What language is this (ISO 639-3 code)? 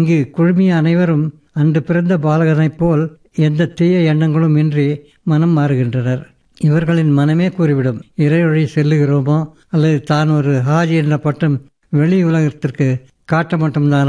tam